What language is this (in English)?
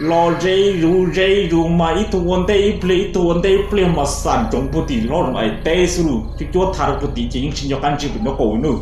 Hmong